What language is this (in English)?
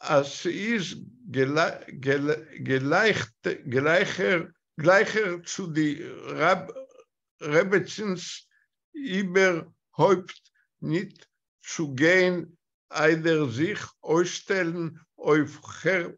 Yiddish